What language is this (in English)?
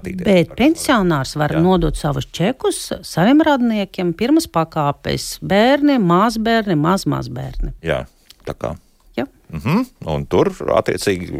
Latvian